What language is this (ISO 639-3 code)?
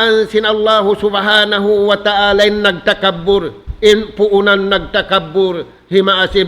tsg